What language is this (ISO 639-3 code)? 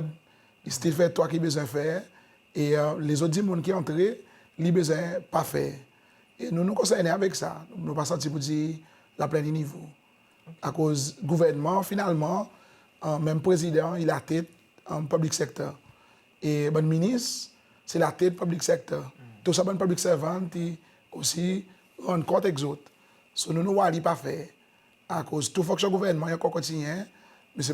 crs